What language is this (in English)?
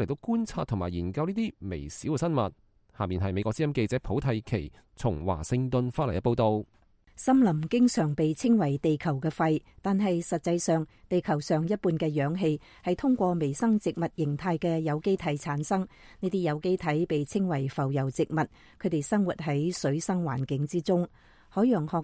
Cantonese